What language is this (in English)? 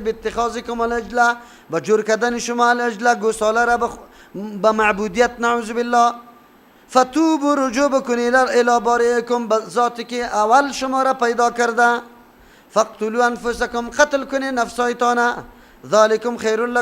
Persian